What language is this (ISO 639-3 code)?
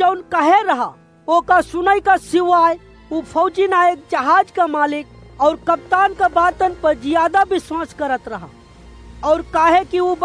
awa